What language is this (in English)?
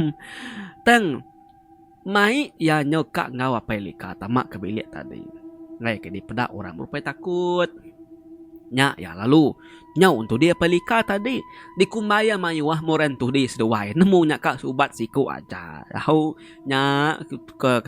Iban